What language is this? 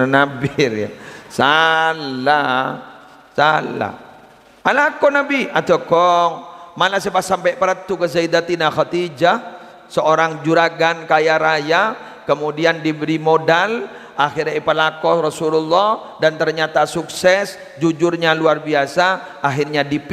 Madurese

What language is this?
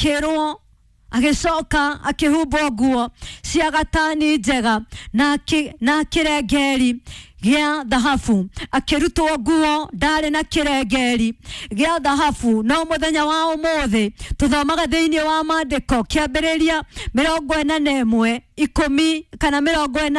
Kikuyu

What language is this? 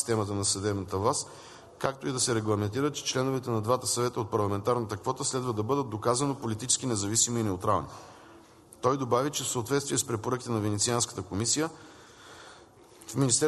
Bulgarian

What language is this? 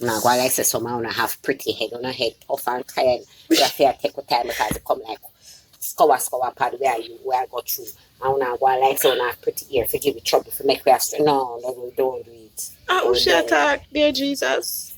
Jamaican Creole English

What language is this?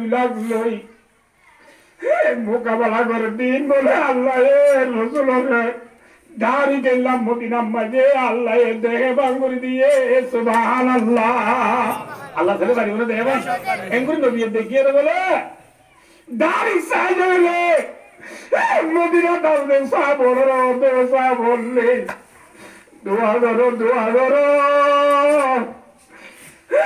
Bangla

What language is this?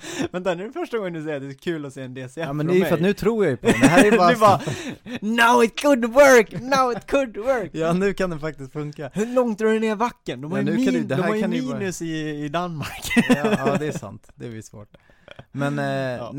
Swedish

